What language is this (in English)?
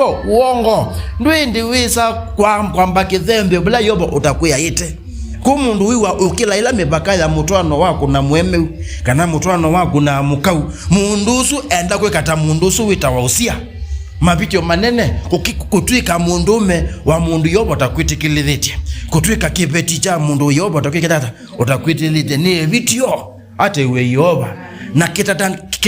Kamba